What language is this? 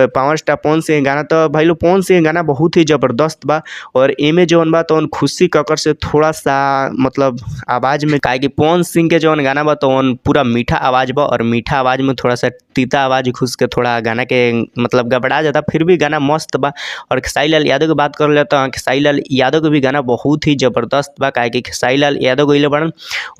Bhojpuri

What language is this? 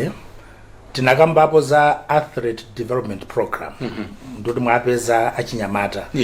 Nyanja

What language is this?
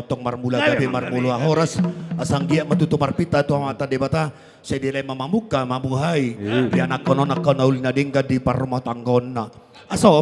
Batak Toba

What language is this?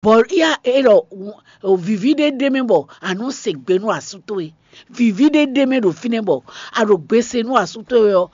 Fon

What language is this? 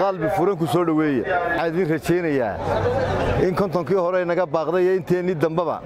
Somali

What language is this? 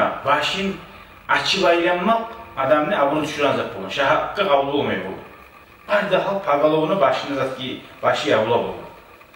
Kumyk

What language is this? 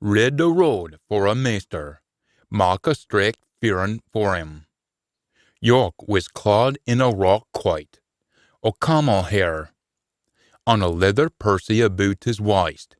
Scots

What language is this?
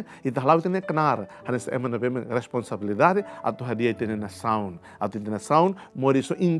Tetum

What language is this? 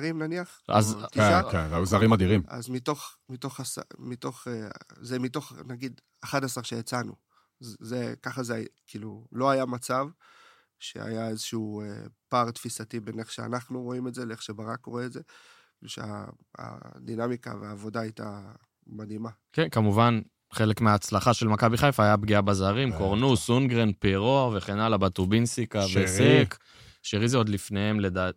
Hebrew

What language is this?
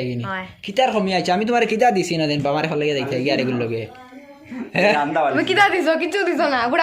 Sylheti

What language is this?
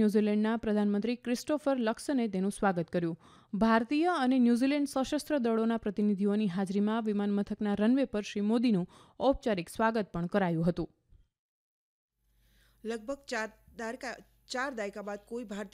Gujarati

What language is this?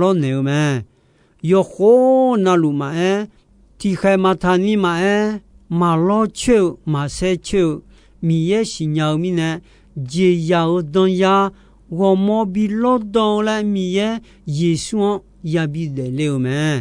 Akha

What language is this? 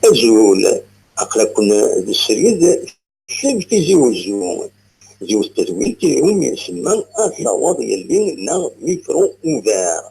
Kabyle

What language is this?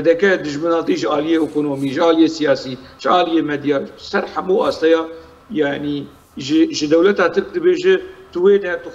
Kurdish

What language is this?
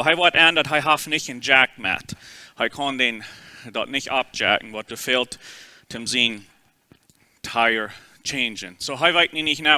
Plautdietsch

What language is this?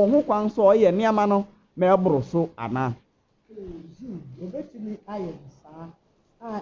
Akan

